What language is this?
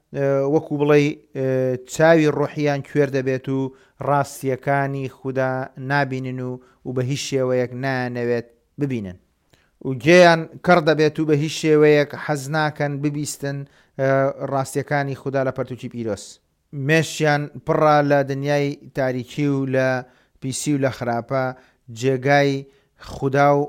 Central Kurdish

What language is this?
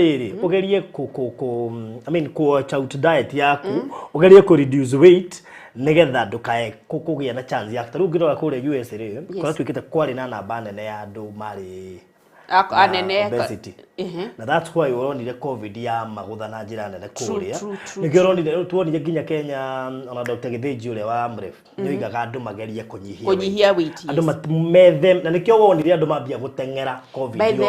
Kikuyu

